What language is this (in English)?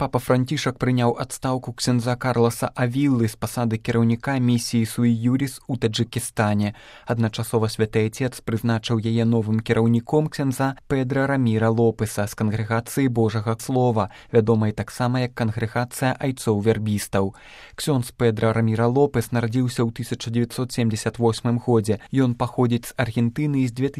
Belarusian